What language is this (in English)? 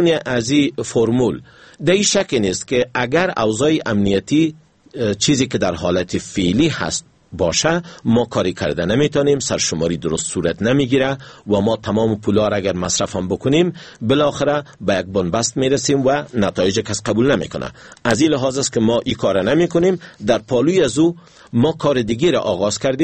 Persian